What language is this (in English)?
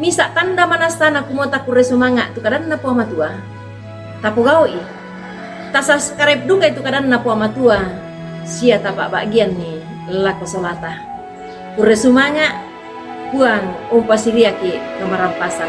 Toraja-Sa'dan